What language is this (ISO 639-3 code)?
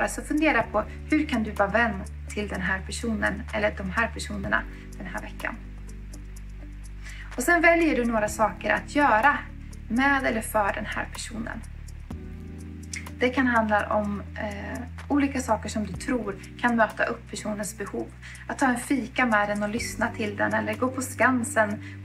swe